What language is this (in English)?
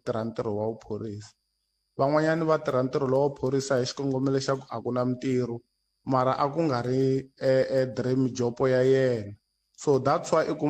Tsonga